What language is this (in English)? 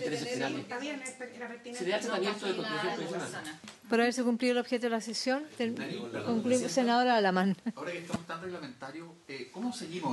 Spanish